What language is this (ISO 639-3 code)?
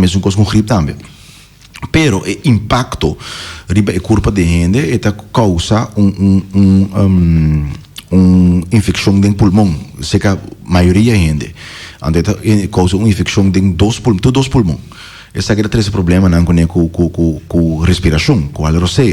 pap